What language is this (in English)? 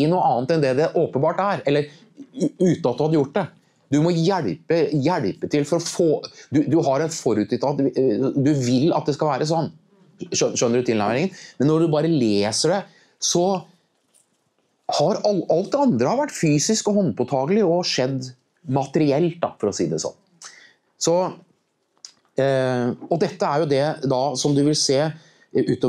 Norwegian